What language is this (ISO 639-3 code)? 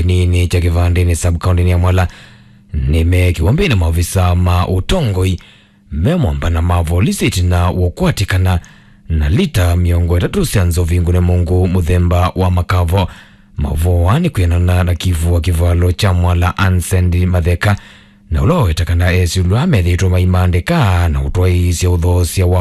kam